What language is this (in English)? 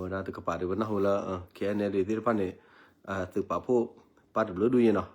S'gaw Karen